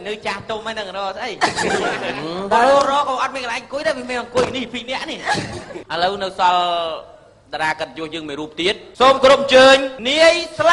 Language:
Khmer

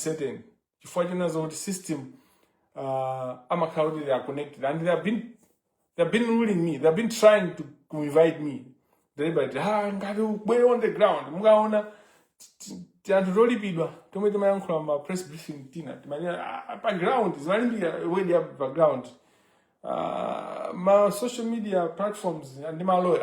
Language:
Nyanja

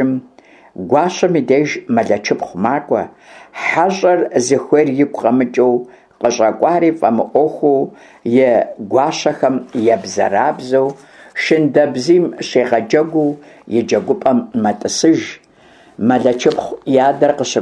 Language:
Kabardian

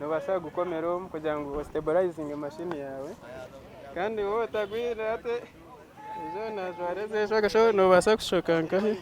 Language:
Nyankole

